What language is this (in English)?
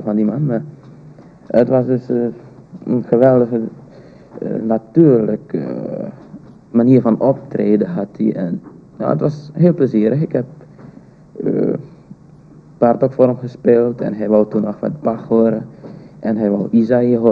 Dutch